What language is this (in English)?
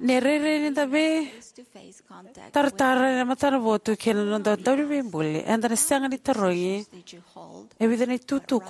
Fijian